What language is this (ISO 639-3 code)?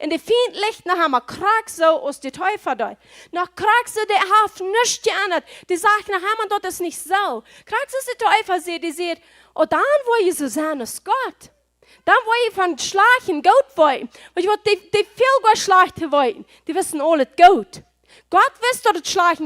pdt